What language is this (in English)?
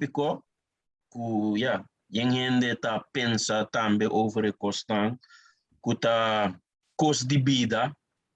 Papiamento